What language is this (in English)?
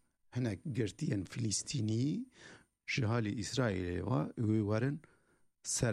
Kurdish